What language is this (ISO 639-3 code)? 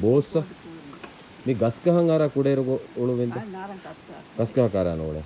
div